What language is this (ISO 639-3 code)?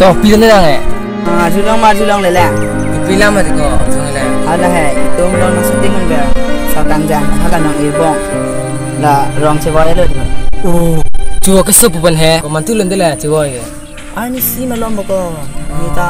mjw